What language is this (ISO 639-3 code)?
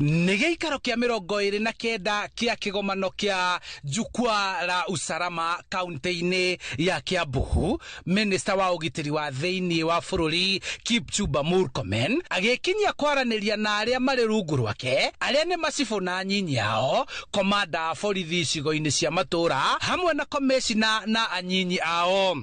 kik